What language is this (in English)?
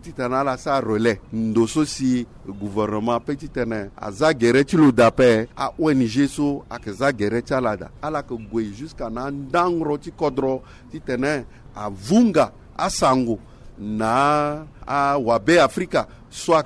Sango